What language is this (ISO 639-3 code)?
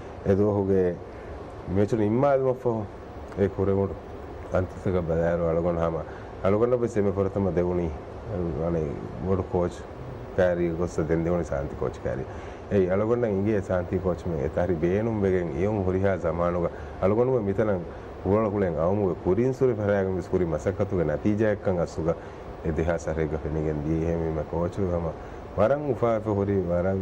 div